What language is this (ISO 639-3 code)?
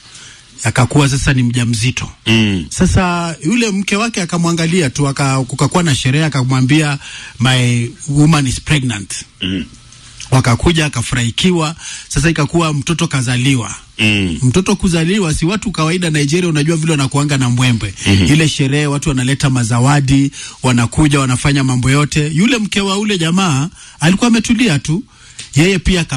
swa